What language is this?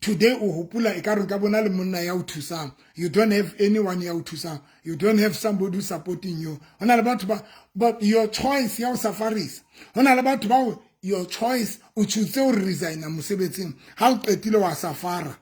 Southern Sotho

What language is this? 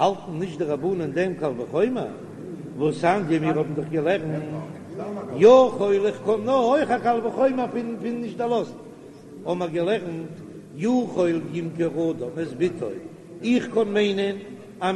Yiddish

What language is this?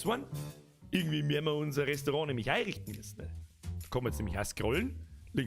Bavarian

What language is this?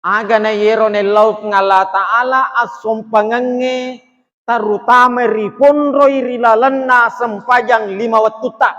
Buginese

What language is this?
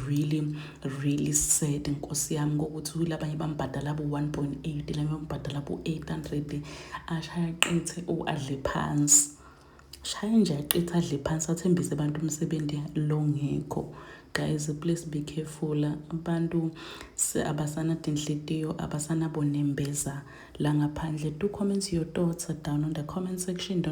Zulu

